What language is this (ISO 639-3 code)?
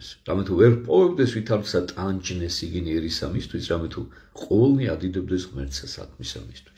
kat